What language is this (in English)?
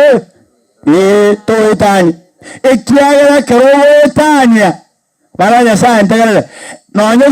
Gusii